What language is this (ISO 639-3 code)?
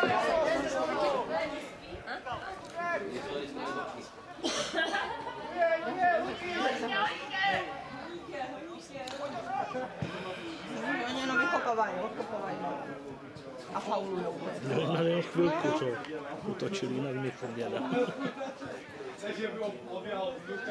ces